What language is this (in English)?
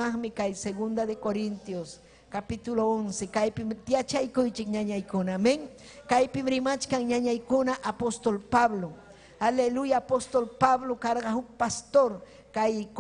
Ayacucho Quechua